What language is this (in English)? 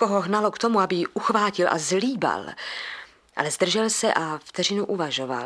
Czech